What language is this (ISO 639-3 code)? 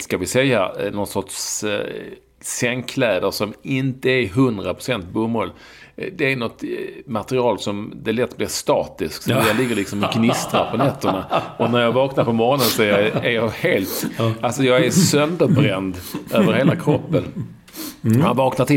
swe